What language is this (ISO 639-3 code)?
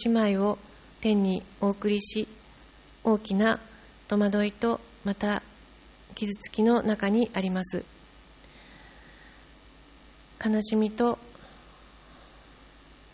jpn